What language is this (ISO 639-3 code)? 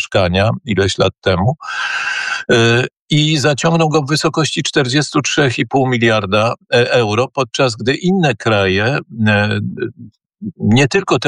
pol